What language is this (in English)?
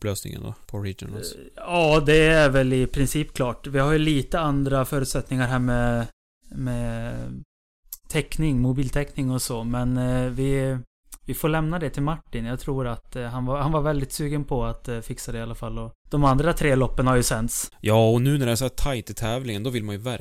Swedish